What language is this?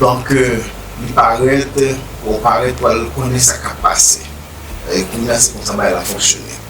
Haitian Creole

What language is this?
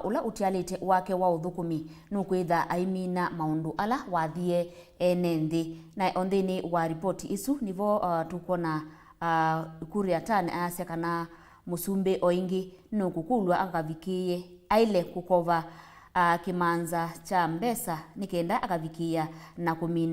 Kamba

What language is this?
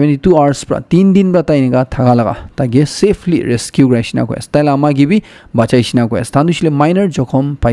Naga Pidgin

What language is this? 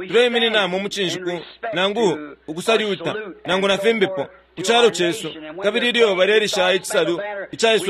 Bemba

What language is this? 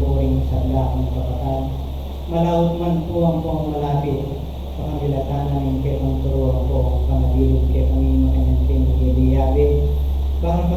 Pampanga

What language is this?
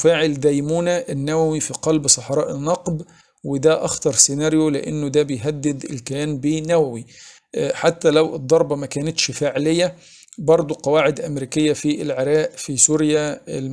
Egyptian Arabic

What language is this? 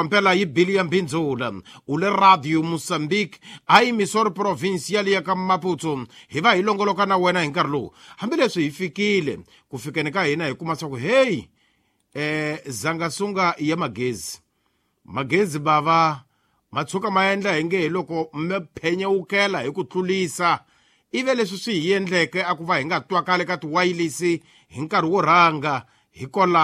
Tsonga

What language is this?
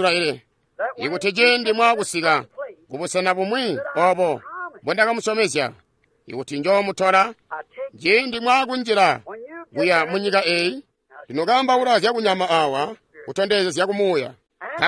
Tonga (Zambia)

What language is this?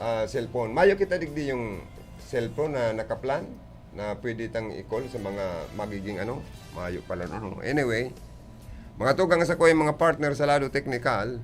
Bikol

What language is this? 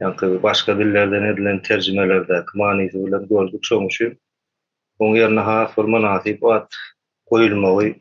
Turkmen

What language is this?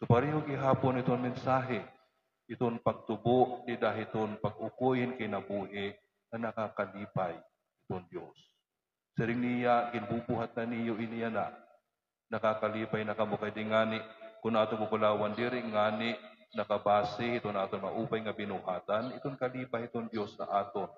Waray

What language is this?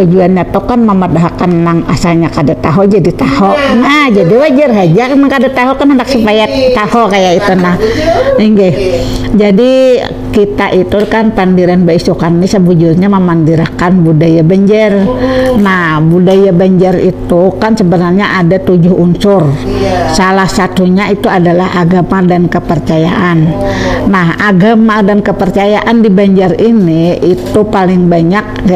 Banjar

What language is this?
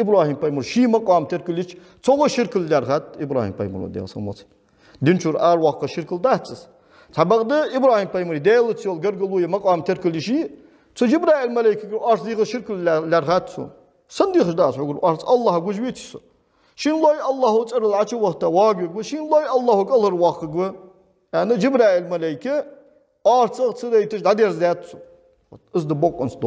Ingush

